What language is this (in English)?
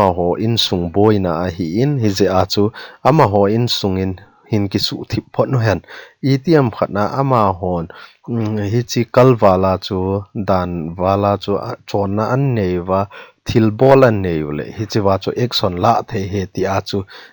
Thado Chin